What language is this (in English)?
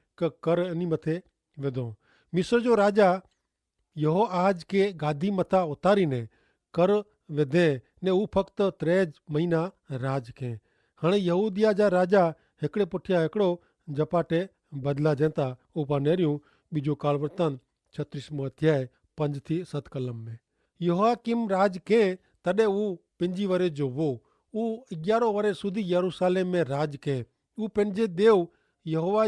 Kachhi